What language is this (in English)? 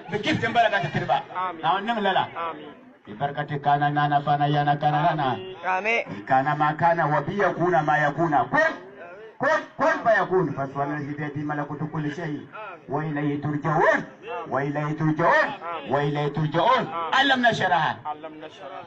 Dagbani